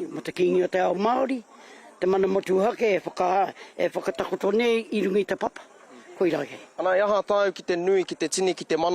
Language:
Māori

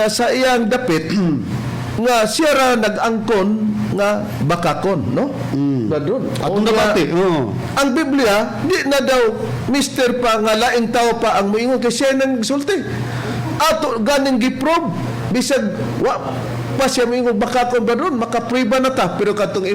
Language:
Cebuano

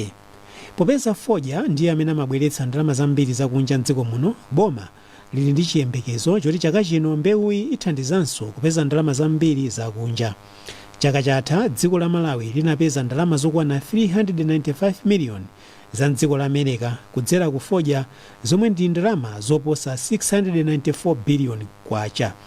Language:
Nyanja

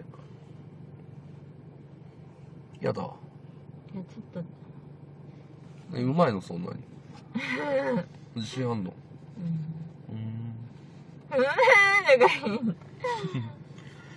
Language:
Japanese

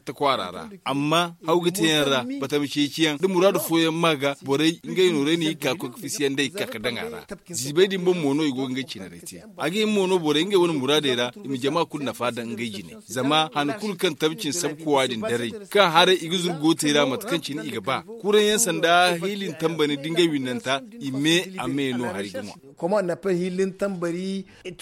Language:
Zarma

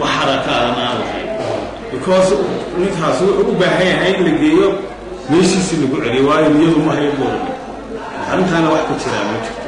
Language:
Somali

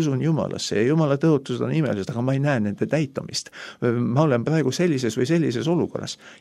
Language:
Estonian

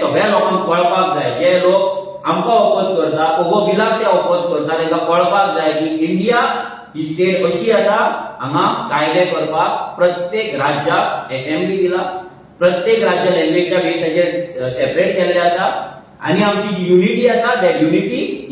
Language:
Konkani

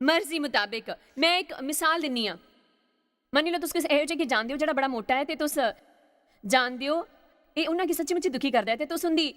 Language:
Dogri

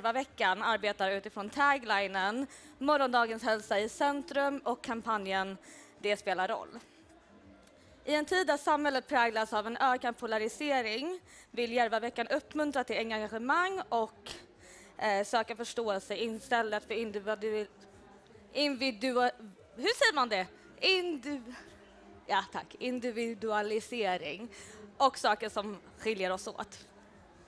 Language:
Swedish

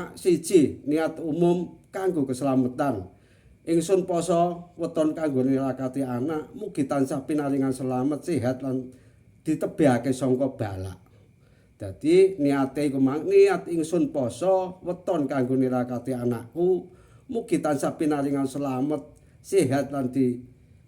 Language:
Javanese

